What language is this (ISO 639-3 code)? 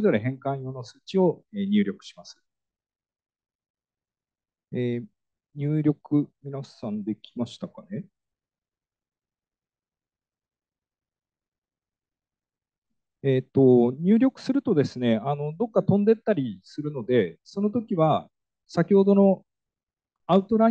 jpn